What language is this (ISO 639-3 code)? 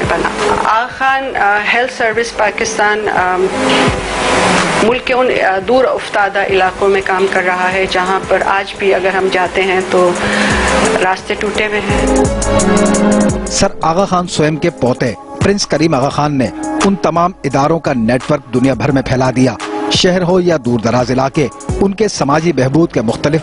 urd